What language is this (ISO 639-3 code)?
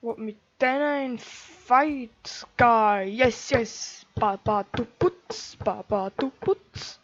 gsw